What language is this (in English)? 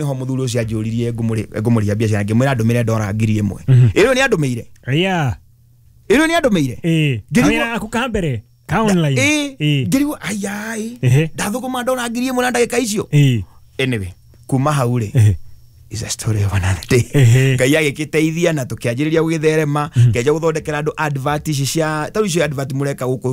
Kikuyu